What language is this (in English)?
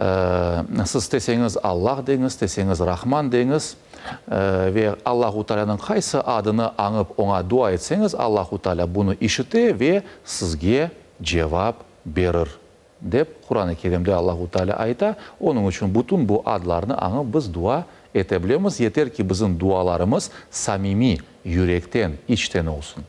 Crimean Tatar